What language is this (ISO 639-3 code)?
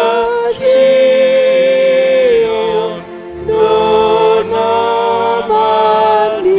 bts